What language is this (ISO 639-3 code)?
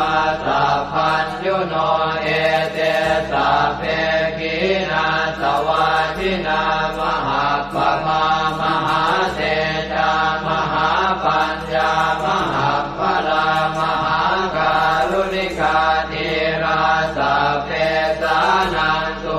pli